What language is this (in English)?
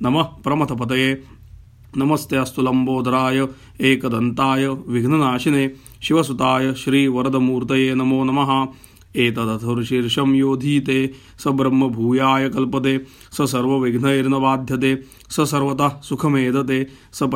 Sanskrit